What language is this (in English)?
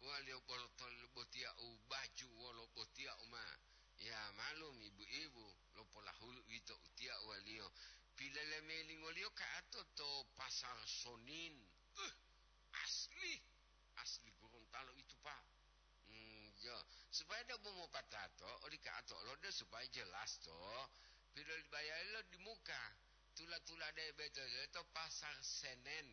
Gorontalo